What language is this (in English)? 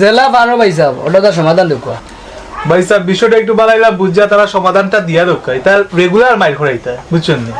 Sylheti